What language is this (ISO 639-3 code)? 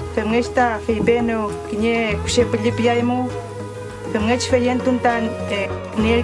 arn